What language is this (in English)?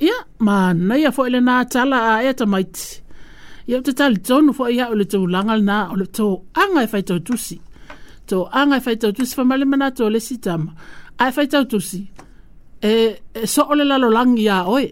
Samoan